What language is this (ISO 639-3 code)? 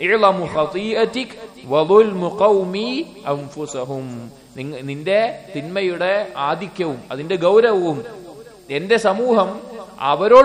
mal